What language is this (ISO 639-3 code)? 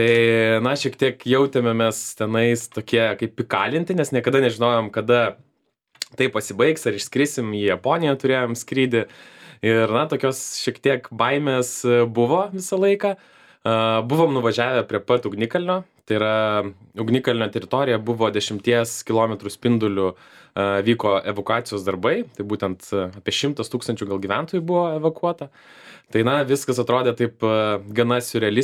lit